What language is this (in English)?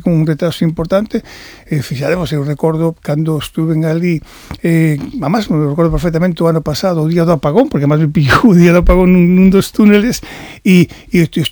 Galician